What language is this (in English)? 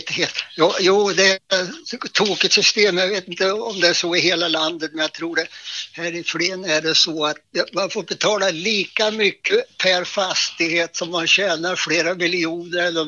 Swedish